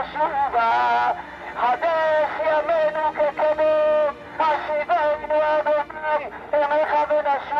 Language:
Hebrew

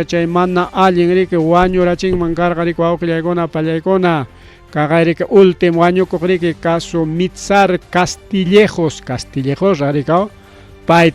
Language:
Ayacucho Quechua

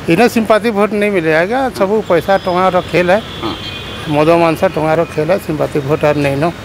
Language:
Odia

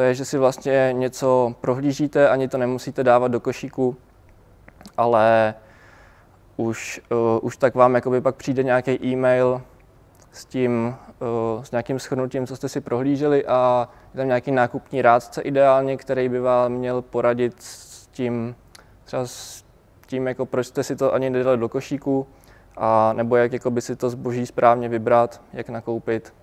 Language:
Czech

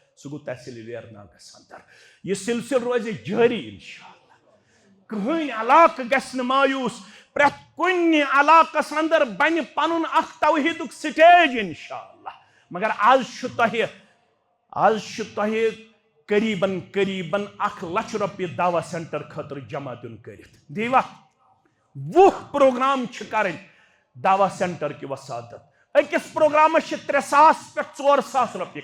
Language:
Kashmiri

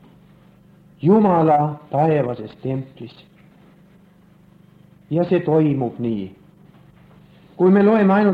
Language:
Estonian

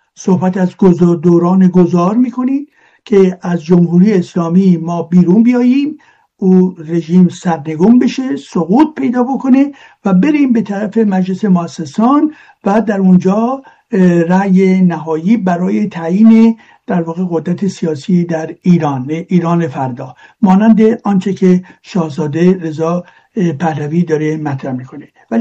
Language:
Persian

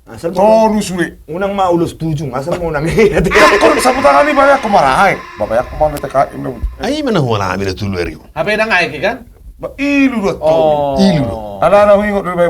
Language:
Batak Toba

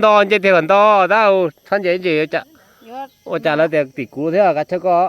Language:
Hmong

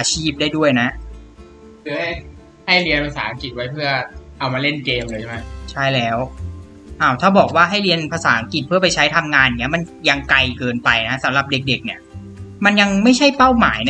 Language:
Thai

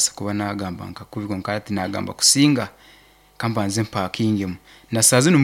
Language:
Nyankole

